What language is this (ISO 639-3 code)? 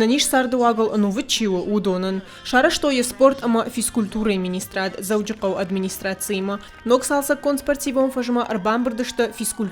oss